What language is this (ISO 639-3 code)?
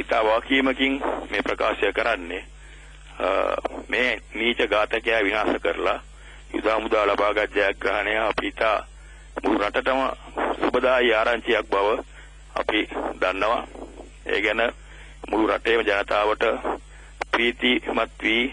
sin